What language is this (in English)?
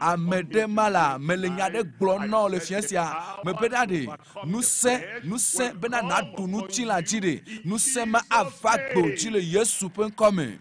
Ewe